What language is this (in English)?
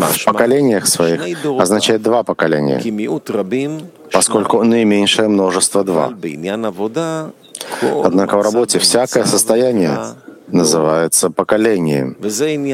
Russian